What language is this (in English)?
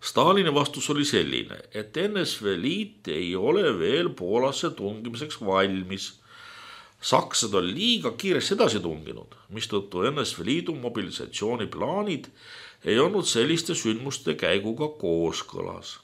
Estonian